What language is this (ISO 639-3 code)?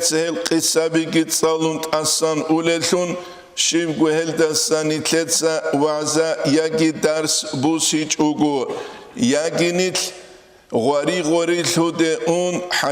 ava